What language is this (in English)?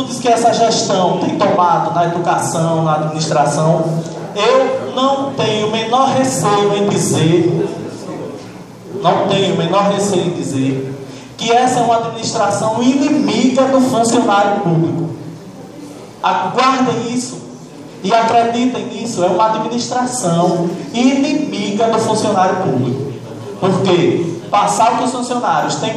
Portuguese